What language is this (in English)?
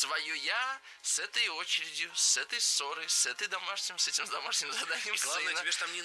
Russian